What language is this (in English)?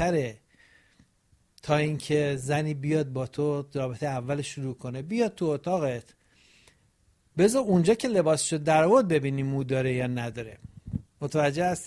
Persian